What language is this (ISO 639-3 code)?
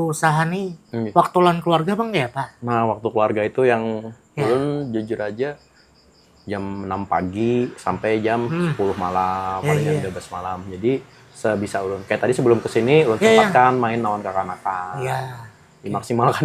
bjn